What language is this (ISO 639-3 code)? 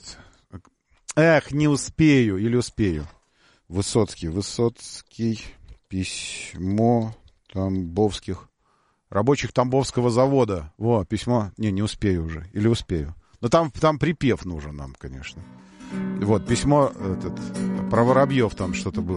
rus